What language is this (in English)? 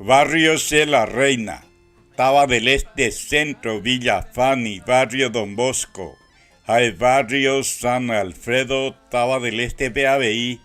Guarani